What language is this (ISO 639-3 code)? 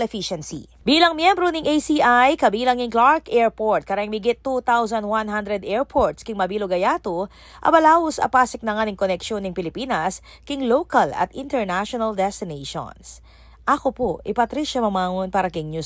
pam